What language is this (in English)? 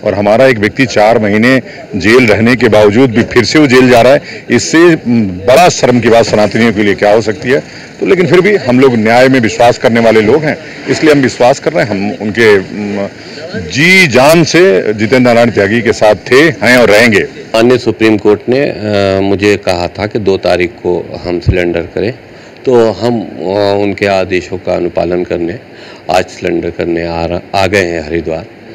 Hindi